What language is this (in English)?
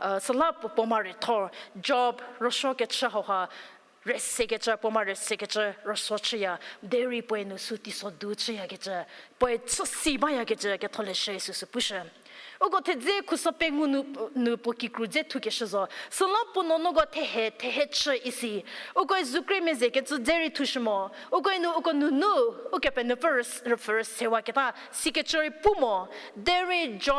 Angami Naga